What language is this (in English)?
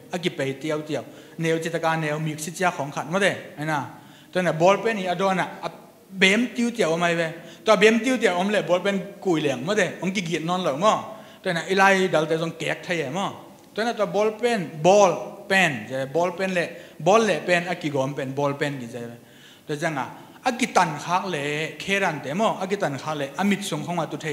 Tedim Chin